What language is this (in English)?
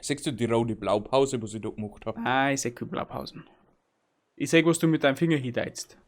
Bavarian